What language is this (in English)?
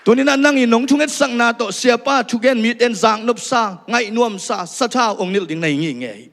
Tedim Chin